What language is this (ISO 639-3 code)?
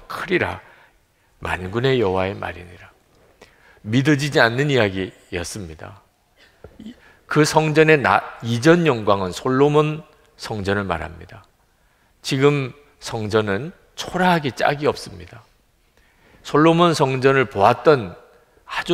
kor